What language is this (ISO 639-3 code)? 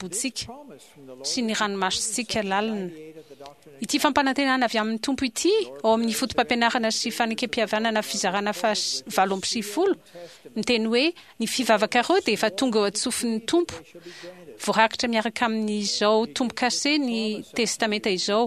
mlg